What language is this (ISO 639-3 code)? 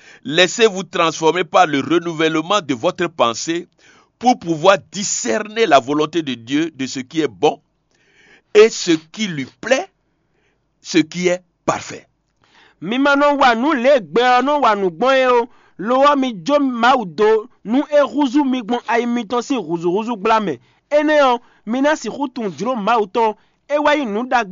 fon